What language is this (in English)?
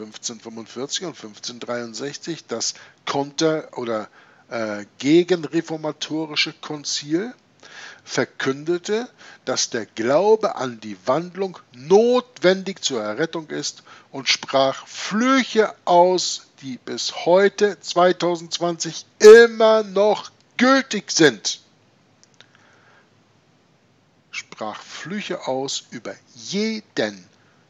German